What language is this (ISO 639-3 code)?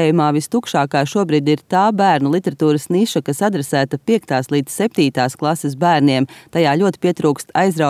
lav